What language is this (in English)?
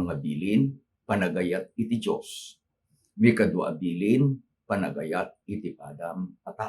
Iloko